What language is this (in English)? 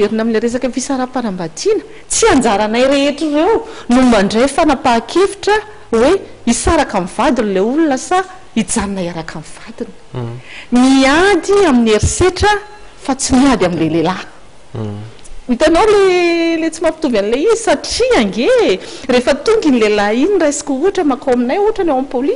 Malagasy